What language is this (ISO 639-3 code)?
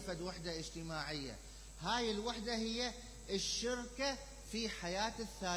acm